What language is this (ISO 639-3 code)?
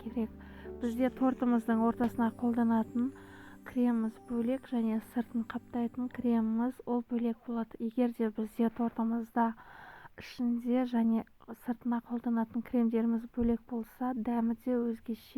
kaz